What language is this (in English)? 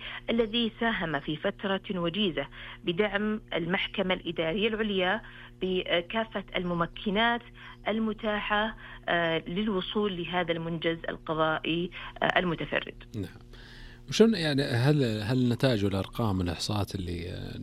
Arabic